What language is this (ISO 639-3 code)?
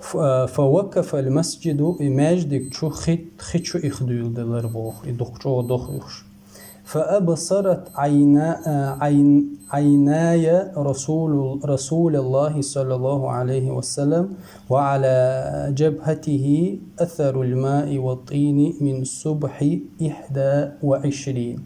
che